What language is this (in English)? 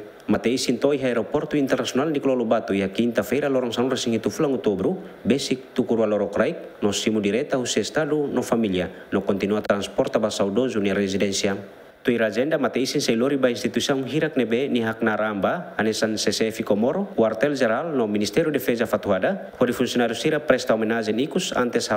Tetum